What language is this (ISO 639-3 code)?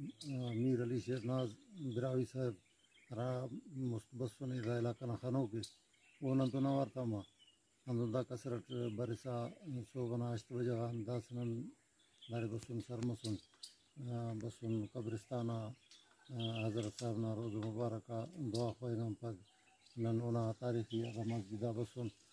brh